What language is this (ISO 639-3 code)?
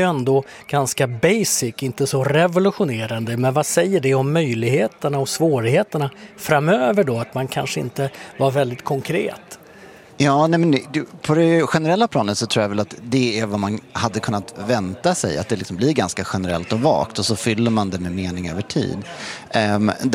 swe